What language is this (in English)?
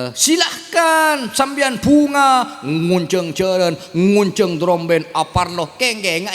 Madurese